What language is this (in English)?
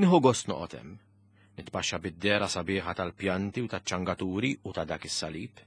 Maltese